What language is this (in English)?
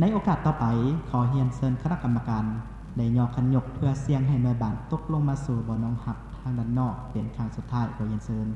Lao